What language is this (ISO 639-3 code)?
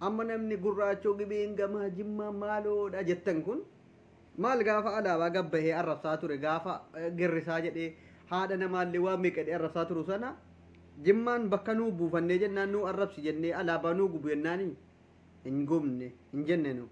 orm